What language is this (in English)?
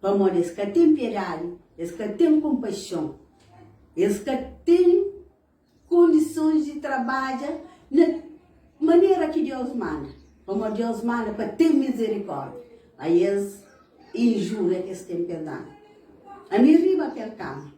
Kabuverdianu